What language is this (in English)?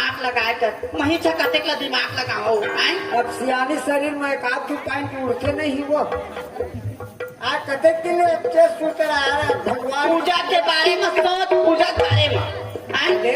Chhattisgarhi